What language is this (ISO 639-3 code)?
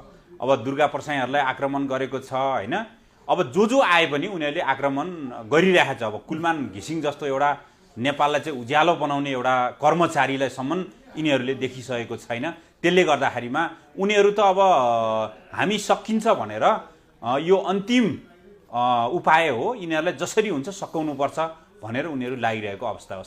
nep